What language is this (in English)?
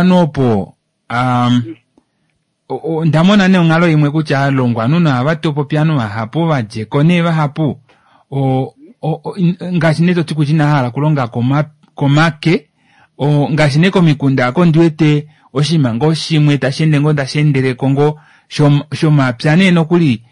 Kuanyama